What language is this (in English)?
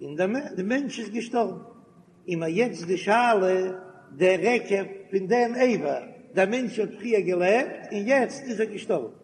Yiddish